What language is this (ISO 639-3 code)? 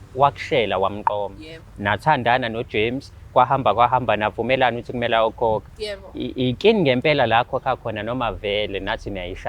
zul